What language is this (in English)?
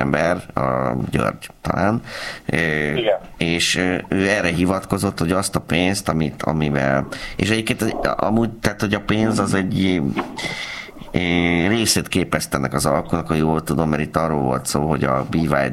Hungarian